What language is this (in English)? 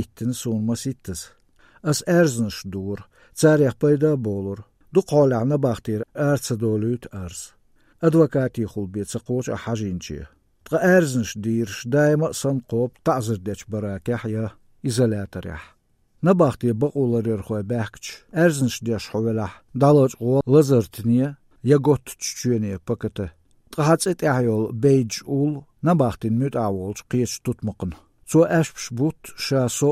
Chechen